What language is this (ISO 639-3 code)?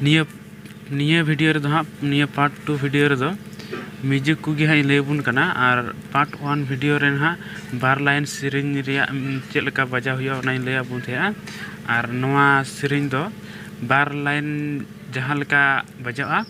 sat